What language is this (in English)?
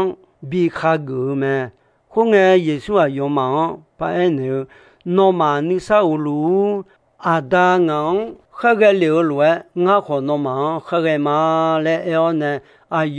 Akha